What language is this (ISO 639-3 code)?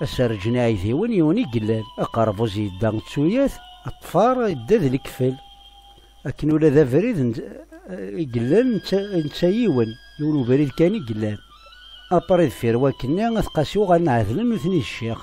kab